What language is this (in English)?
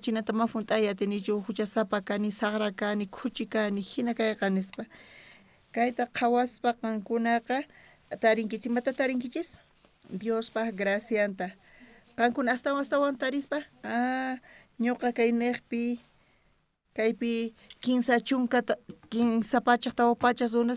South Bolivian Quechua